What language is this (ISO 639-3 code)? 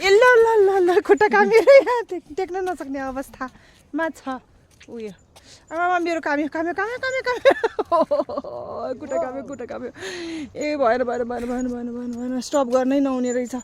nep